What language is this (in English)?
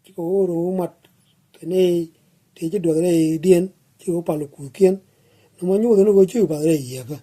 Nuer